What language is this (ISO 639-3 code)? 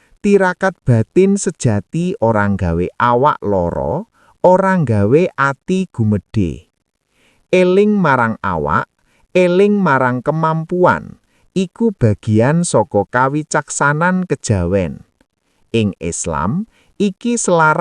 jav